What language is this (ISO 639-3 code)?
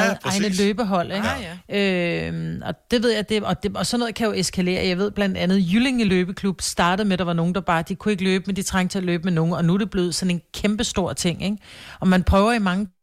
dan